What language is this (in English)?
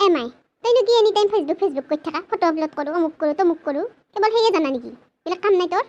Assamese